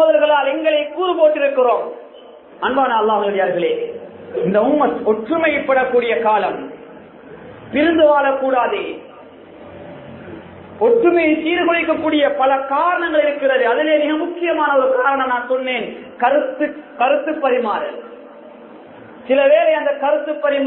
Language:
Tamil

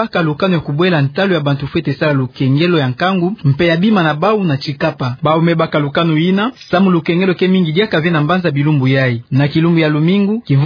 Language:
Kituba (Democratic Republic of Congo)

